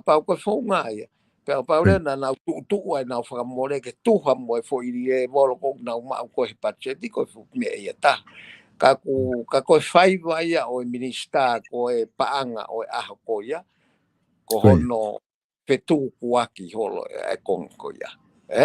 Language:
Tongan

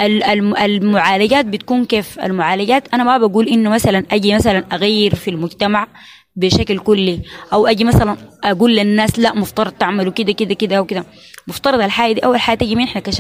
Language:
Sudanese Arabic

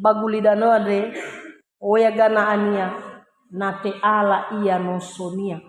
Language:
Nias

